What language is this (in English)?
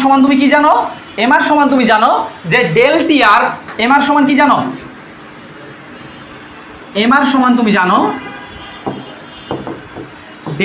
Bangla